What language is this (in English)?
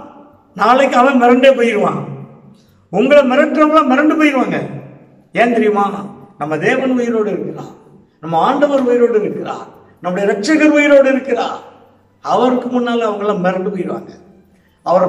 Tamil